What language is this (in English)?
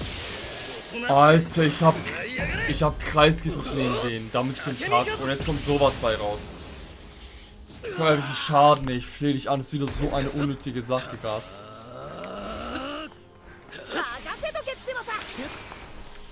German